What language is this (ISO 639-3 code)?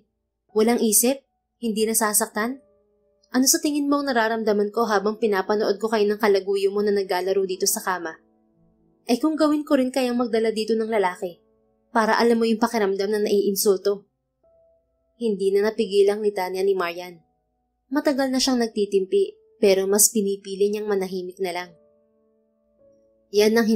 fil